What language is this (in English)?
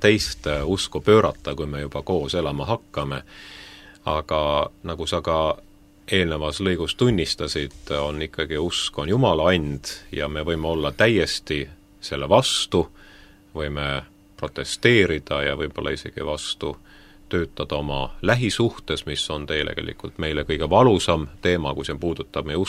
Estonian